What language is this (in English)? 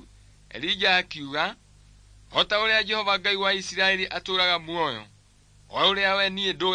Kikuyu